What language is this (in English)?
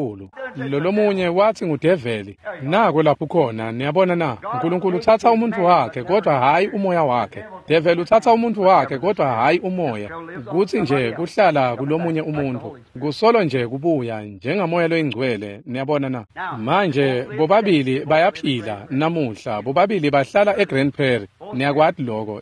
Swati